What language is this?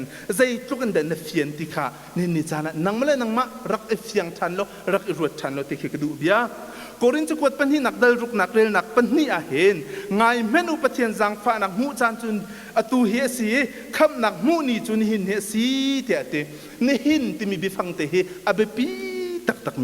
Hakha Chin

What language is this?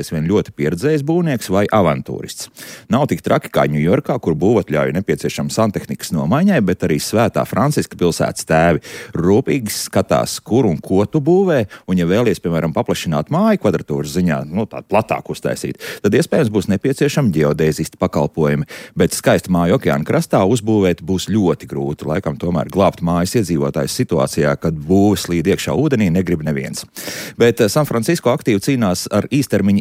Latvian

